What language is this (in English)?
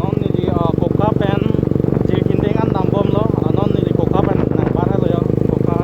Karbi